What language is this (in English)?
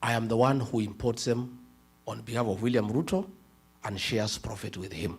Kamba